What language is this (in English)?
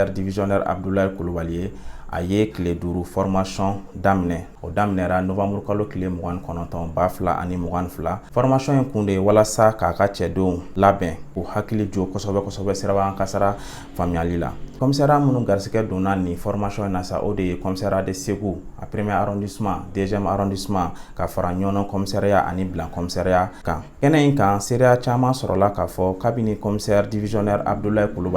Bambara